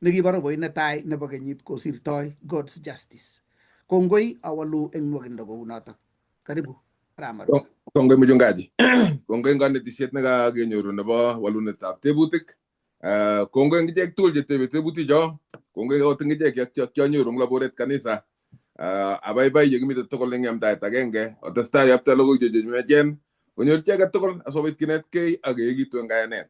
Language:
Kalenjin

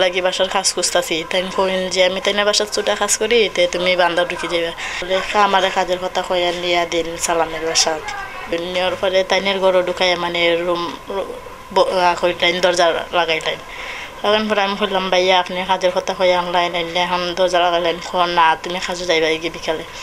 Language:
Sylheti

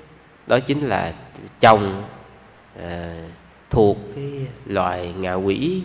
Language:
Vietnamese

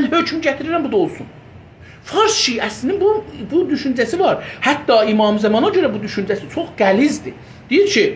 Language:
South Azerbaijani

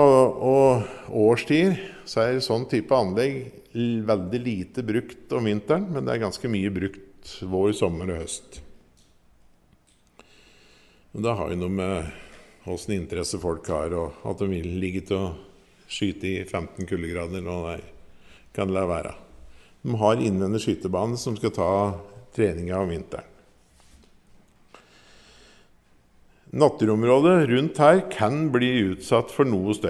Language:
Norwegian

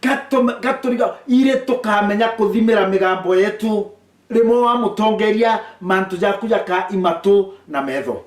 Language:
Meru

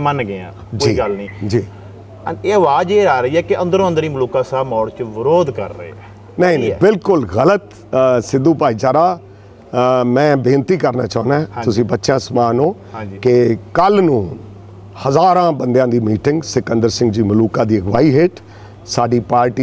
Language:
Punjabi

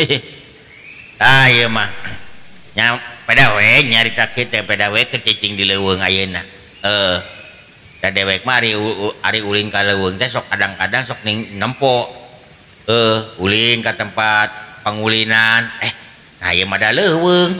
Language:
Sundanese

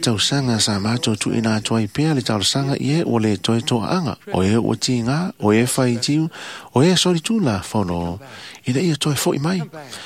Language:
Samoan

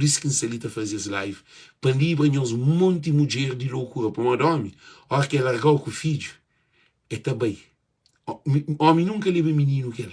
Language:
Kabuverdianu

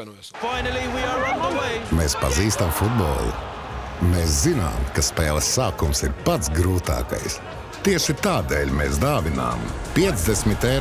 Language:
Latvian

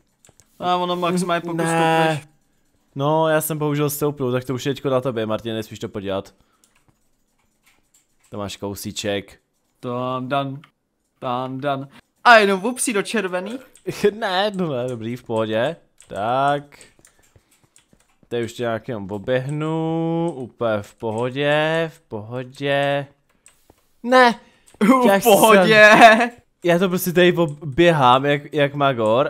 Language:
Czech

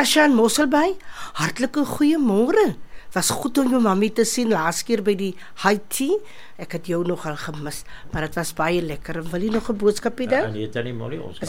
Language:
Afrikaans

